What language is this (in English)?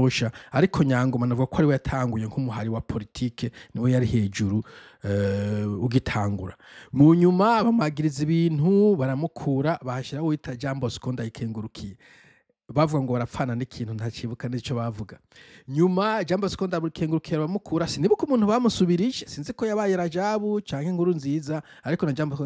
Rundi